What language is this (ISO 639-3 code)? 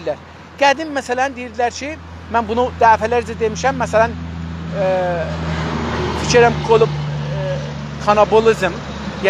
azb